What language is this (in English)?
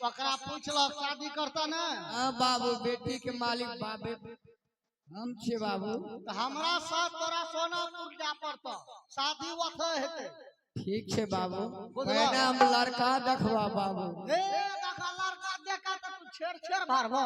Maithili